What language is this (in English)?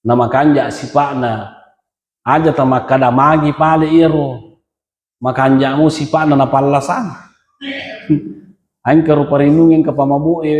Buginese